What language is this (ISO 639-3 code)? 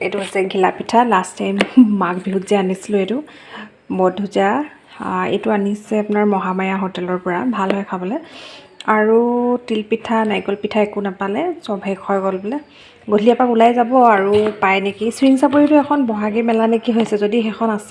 asm